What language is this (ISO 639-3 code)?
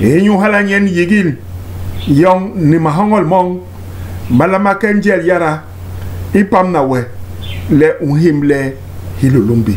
bas